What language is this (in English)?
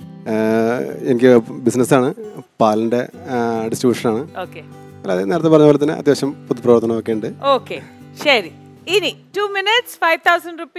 Malayalam